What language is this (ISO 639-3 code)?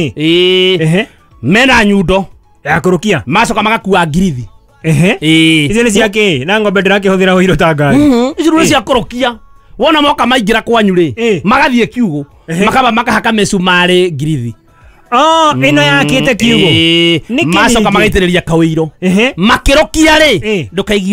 kik